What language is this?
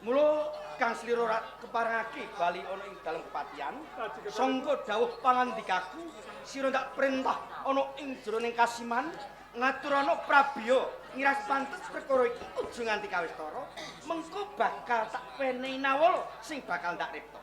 Javanese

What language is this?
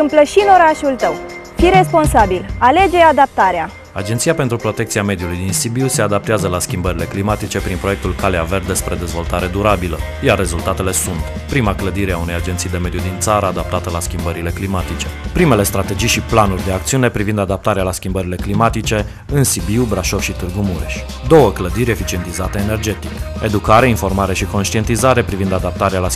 Romanian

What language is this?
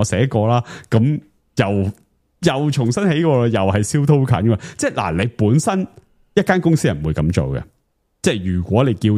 Cantonese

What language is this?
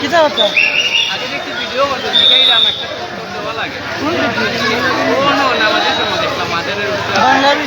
Sylheti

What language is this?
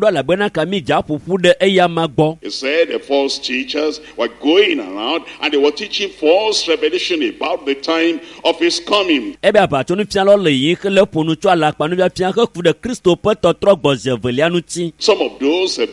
Ewe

